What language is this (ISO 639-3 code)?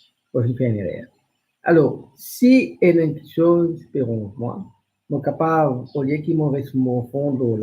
mfe